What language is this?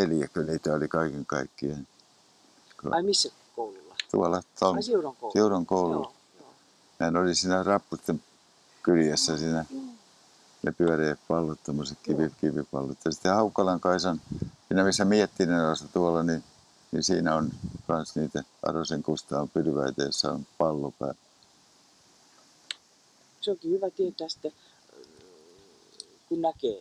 Finnish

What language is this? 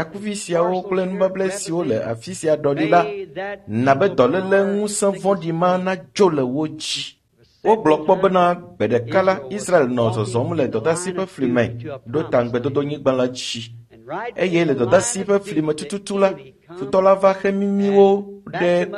Ewe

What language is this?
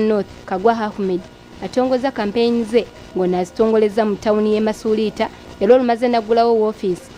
Ganda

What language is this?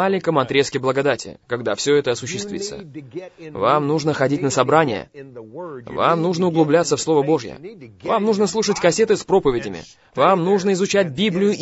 Russian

